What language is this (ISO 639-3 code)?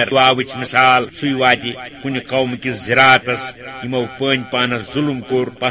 kas